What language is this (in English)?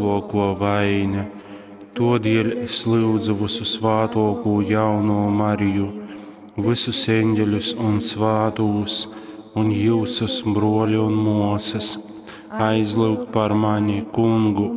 Latgalian